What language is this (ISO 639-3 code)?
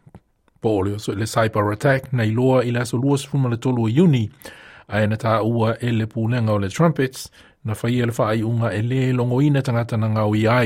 smo